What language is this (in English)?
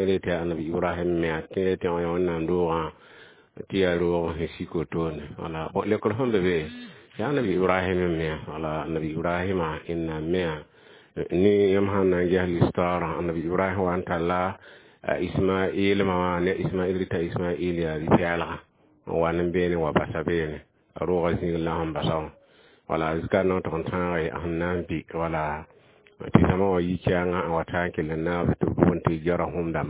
Mossi